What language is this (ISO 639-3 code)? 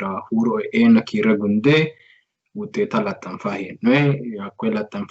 sid